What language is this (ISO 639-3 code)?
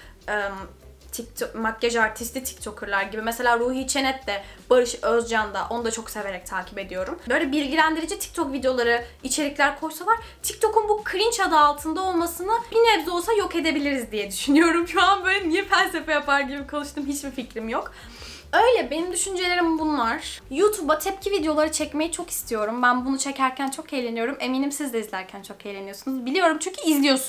tur